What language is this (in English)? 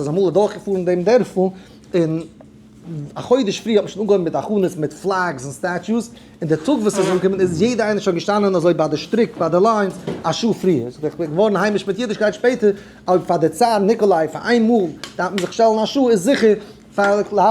Yiddish